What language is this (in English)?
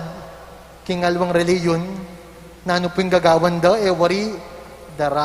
Pampanga